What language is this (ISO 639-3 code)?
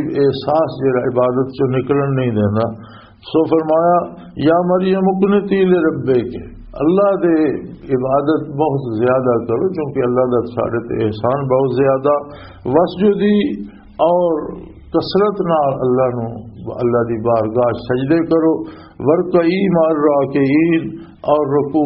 lah